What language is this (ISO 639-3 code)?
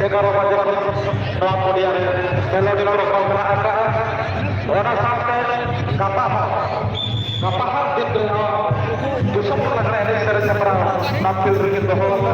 sat